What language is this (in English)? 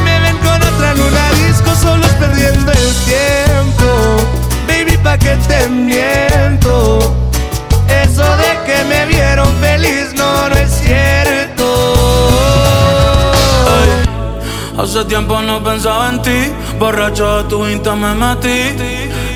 Spanish